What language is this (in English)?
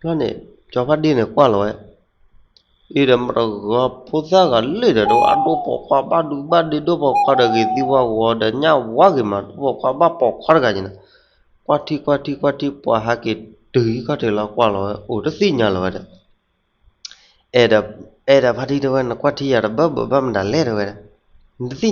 S'gaw Karen